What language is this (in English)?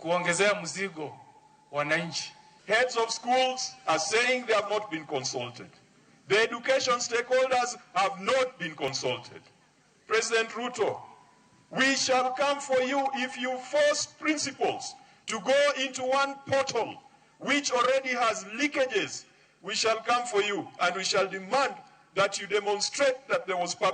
Luo (Kenya and Tanzania)